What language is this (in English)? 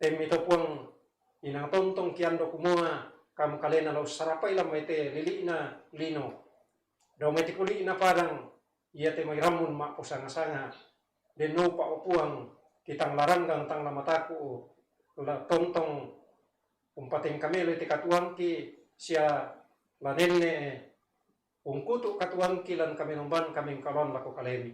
Toraja-Sa'dan